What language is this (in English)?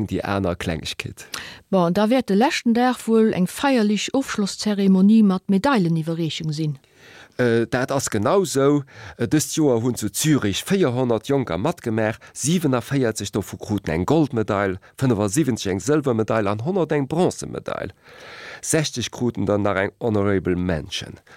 Luxembourgish